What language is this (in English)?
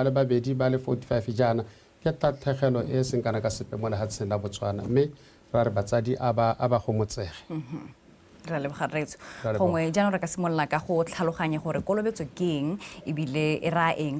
Tswana